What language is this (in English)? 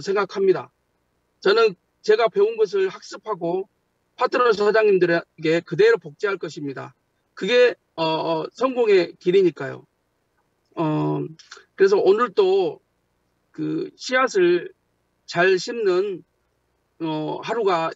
Korean